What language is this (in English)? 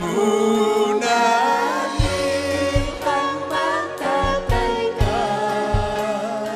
Ayacucho Quechua